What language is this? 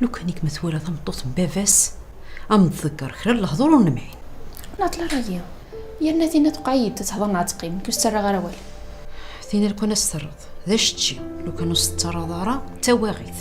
Kabyle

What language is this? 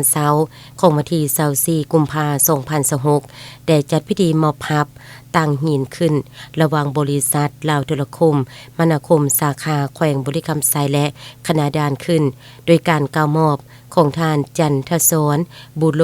Lao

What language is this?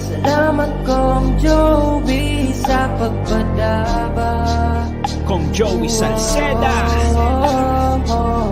Bikol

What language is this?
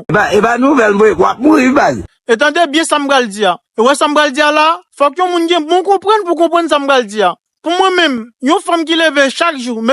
Haitian Creole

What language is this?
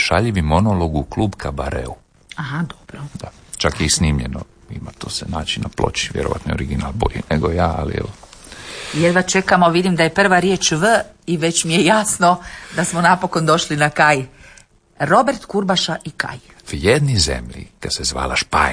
Croatian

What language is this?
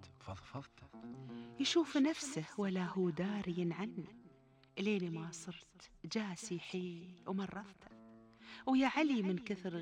Gulf Arabic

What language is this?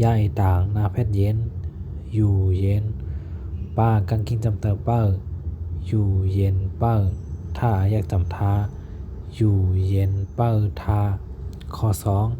Shan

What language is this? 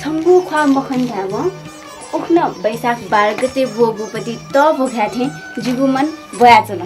Newari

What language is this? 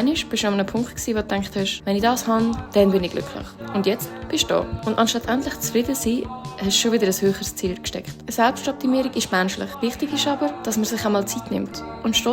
Swiss German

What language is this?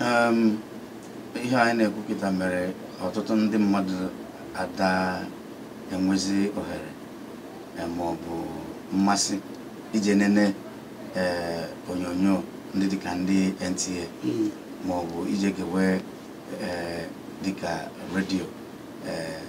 Igbo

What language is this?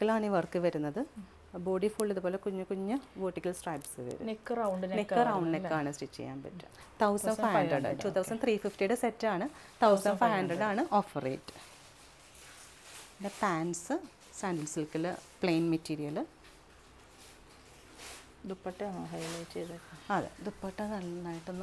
Malayalam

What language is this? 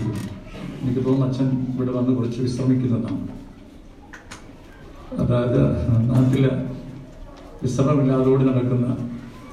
Malayalam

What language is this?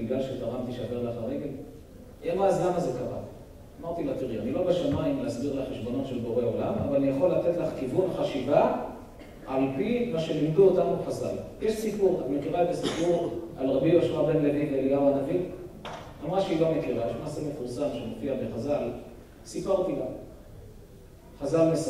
Hebrew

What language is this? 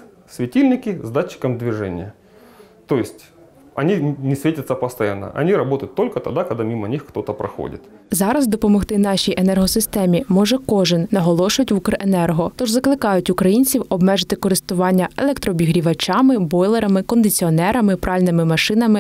Ukrainian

